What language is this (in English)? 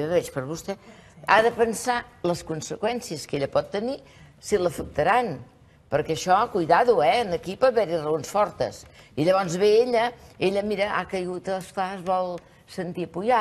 Catalan